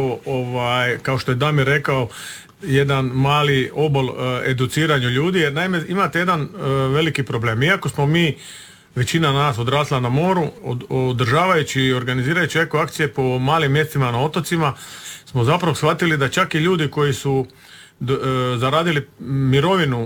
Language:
Croatian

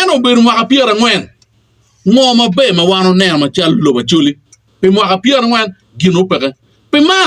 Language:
Acoli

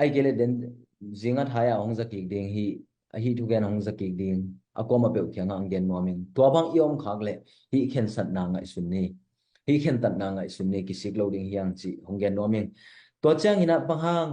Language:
Tedim Chin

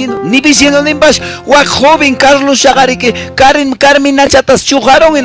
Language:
Quechua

